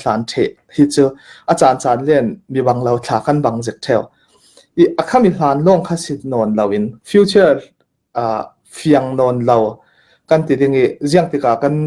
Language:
Hakha Chin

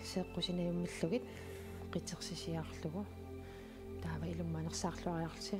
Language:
Kalaallisut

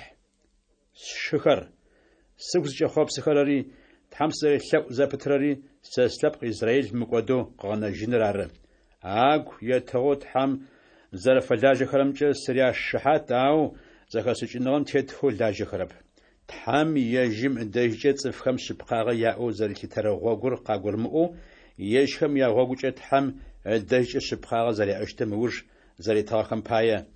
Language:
Adyghe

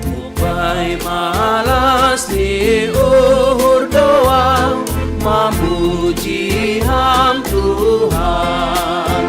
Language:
Batak Simalungun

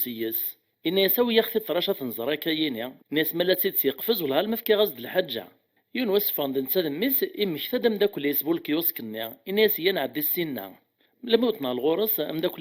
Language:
Kabyle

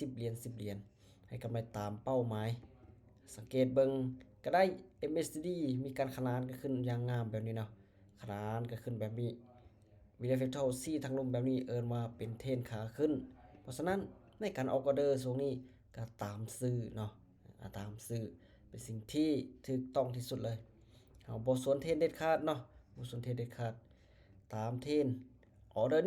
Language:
Lao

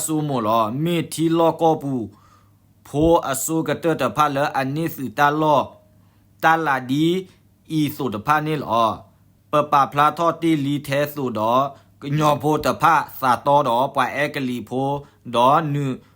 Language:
S'gaw Karen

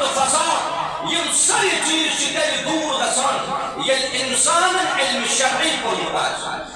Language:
Kashmiri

